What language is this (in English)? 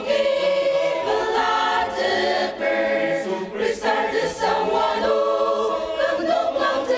Ao Naga